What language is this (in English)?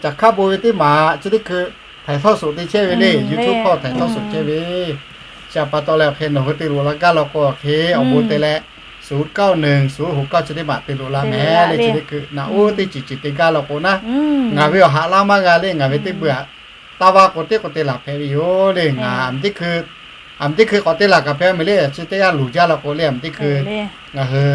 Lahu